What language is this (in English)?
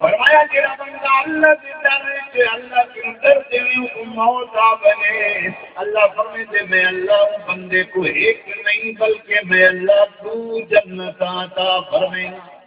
Saraiki